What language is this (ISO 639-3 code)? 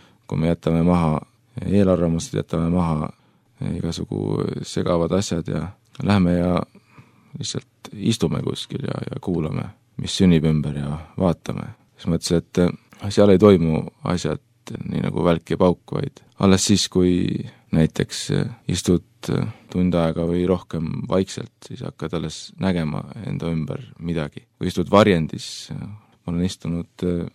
est